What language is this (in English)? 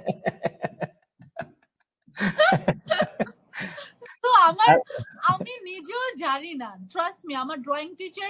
Bangla